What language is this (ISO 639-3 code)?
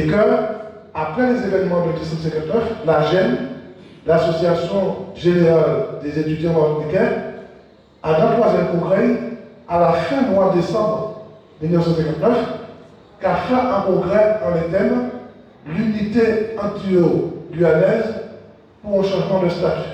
gcf